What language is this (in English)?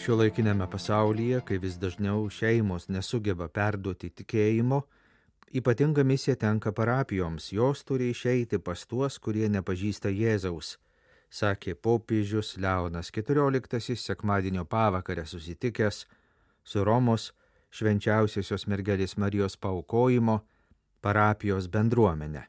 Lithuanian